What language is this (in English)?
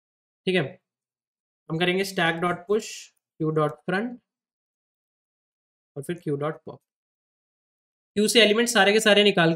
Hindi